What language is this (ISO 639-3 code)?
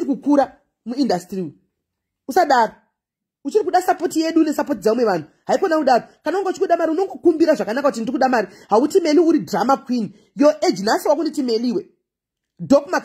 sna